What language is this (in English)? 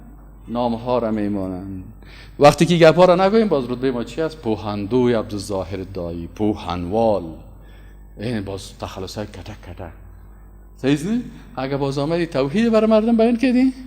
Persian